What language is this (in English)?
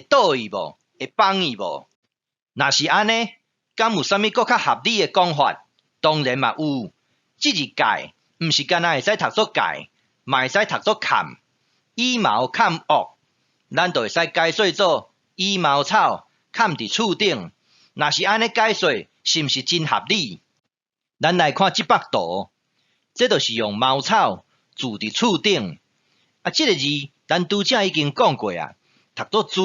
Min Nan Chinese